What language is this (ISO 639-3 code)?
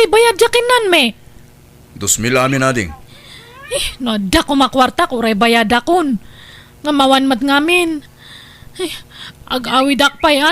ilo